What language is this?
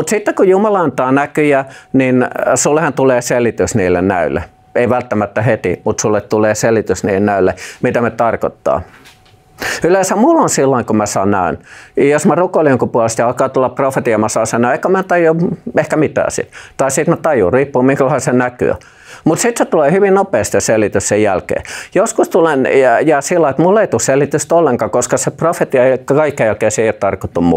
Finnish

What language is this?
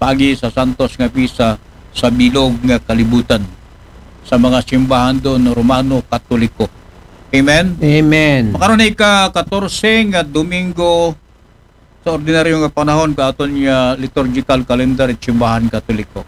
Aklanon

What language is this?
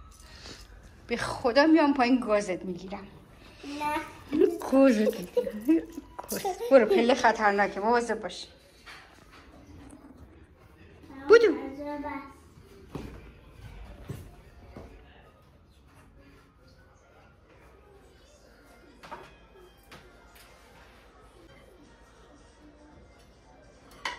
Persian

